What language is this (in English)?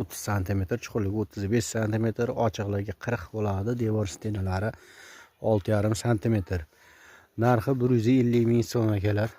Uzbek